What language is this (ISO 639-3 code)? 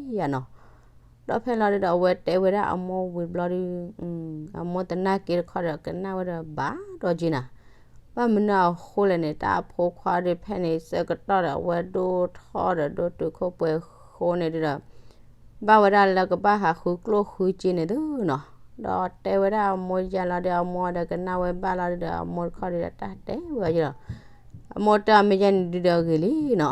ksw